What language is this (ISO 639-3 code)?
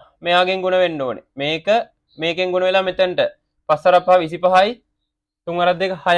sin